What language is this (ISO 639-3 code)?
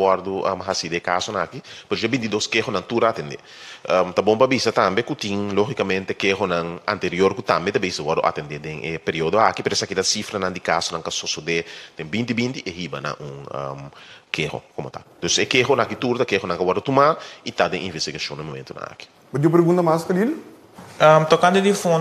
pap